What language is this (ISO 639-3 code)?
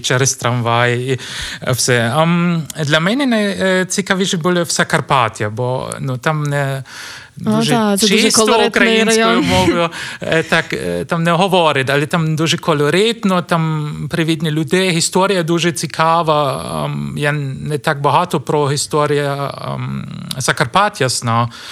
ukr